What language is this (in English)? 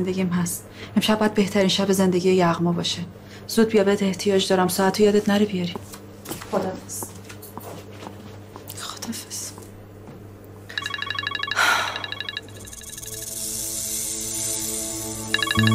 Persian